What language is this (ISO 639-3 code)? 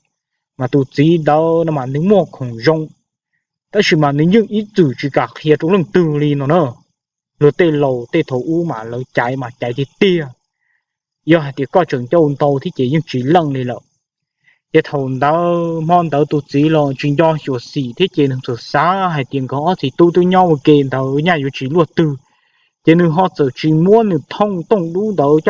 hmn